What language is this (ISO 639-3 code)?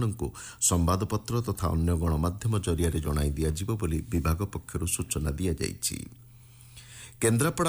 ori